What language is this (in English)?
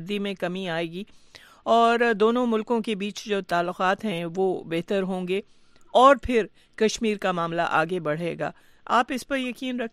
Urdu